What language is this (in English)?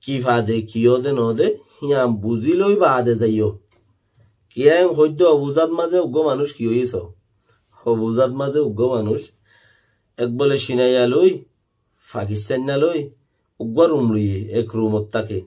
Rohingya